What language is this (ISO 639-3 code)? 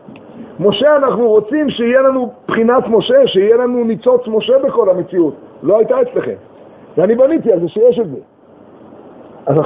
heb